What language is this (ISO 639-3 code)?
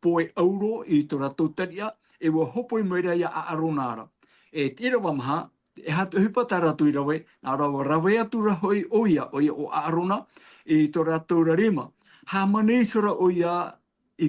tah